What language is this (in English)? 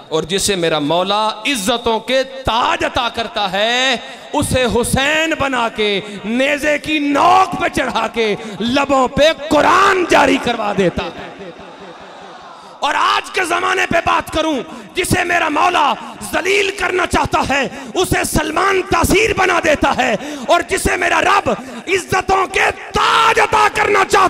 Urdu